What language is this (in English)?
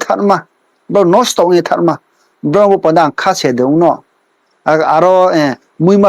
Riang (India)